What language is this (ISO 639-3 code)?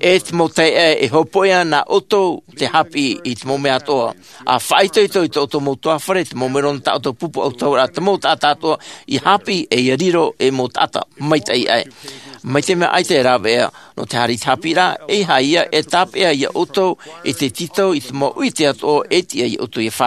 tah